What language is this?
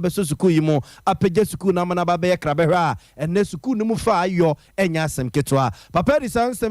Akan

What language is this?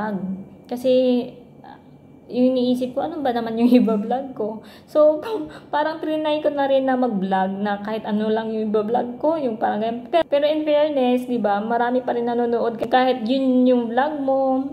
Filipino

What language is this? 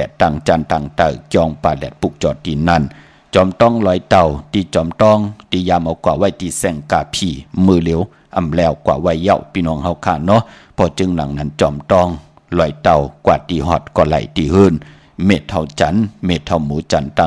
Shan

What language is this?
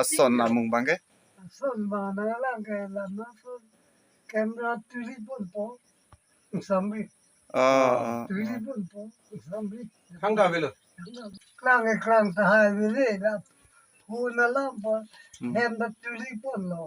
Karbi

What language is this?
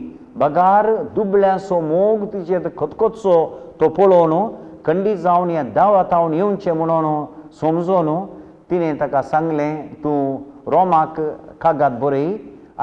Konkani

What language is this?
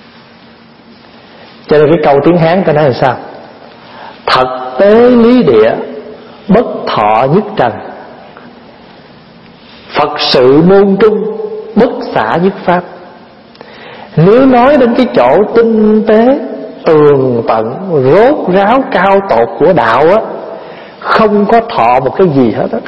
Vietnamese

